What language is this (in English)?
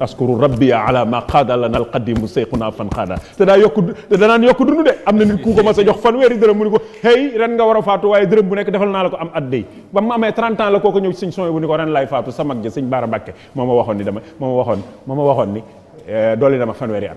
Wolof